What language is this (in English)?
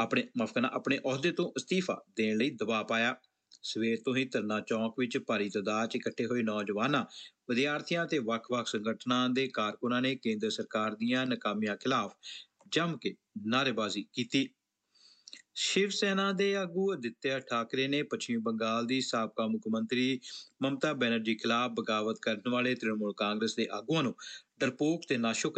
Punjabi